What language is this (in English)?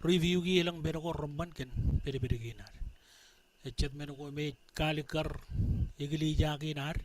Marshallese